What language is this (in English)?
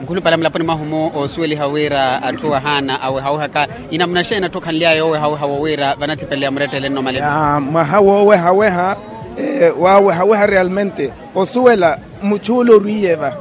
Makhuwa